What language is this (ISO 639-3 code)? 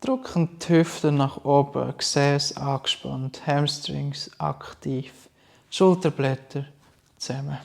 gsw